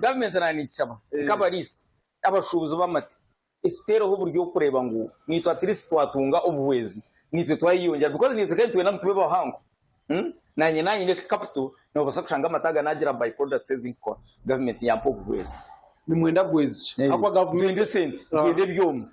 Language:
Nyankole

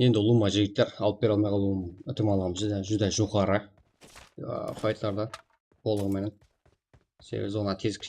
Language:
Kara-Kalpak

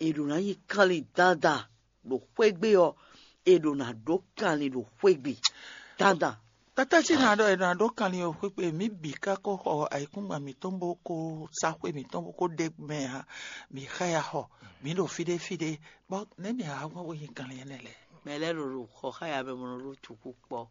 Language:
Fon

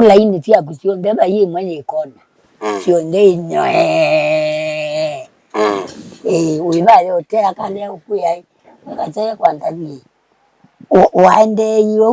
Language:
Kamba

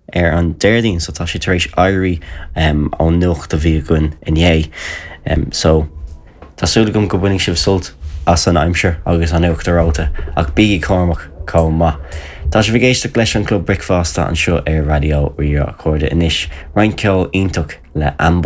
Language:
Irish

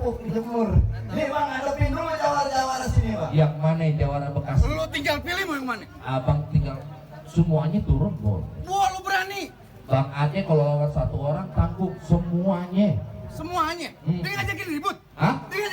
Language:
Betawi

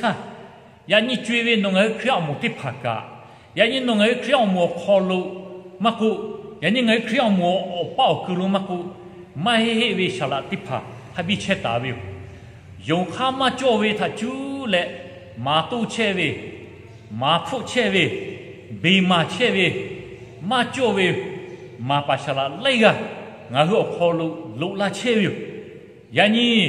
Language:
Lahu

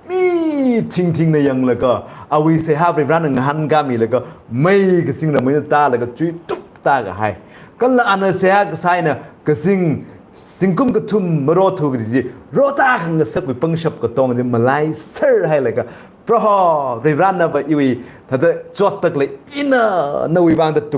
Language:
Tangkhul Naga (India)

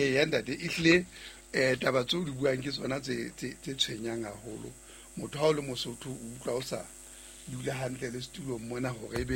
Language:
Southern Sotho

